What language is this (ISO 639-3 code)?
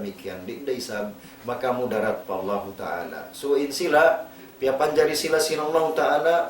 tsg